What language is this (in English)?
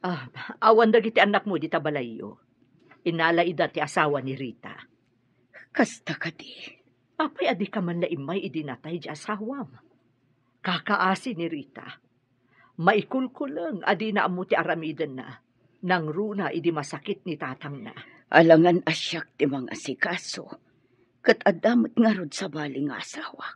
Iloko